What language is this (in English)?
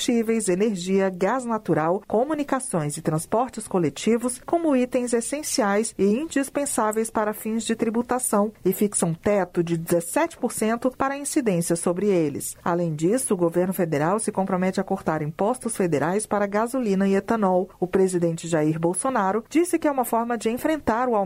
Portuguese